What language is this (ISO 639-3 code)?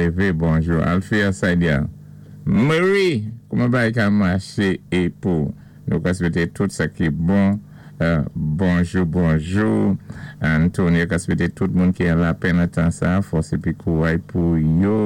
acf